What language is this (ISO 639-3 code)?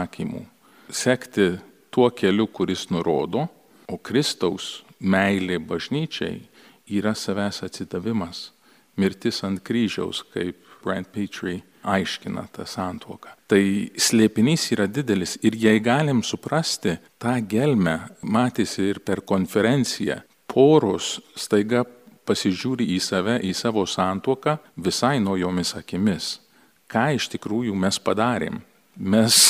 lit